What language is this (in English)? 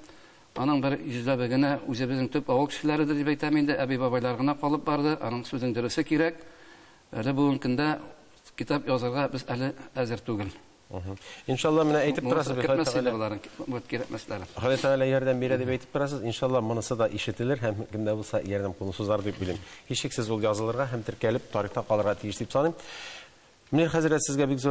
Tatar